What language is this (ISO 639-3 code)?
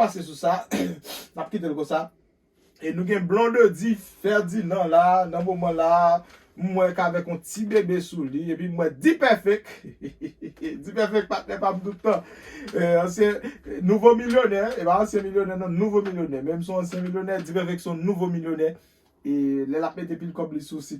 hat